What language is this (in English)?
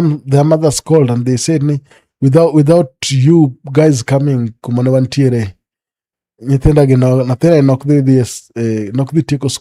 Luo (Kenya and Tanzania)